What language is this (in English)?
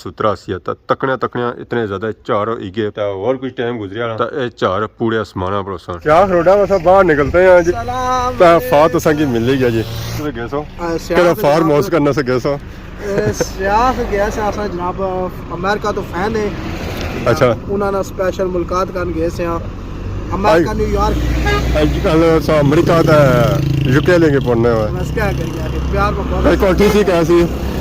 Pahari-Potwari